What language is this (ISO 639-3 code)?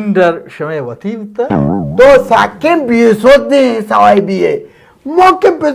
bal